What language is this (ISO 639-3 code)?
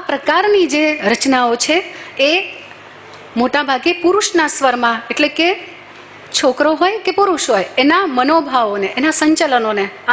guj